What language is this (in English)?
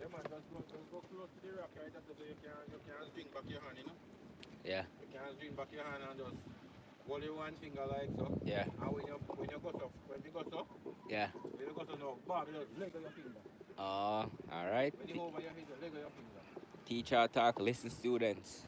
Jamaican Creole English